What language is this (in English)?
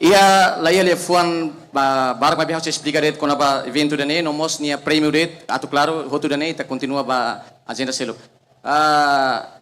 Tetum